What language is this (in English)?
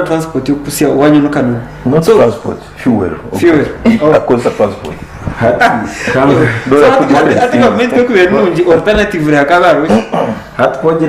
Nyankole